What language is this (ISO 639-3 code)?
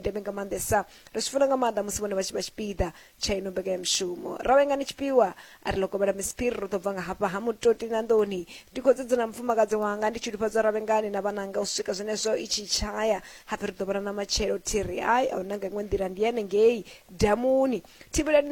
ven